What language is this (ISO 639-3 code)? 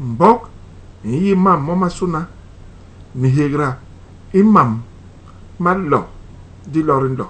bas